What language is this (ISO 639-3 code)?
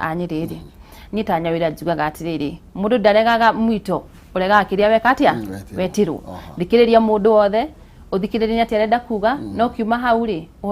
kik